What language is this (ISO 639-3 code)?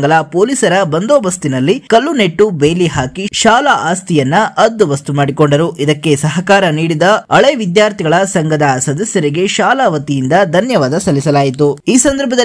kan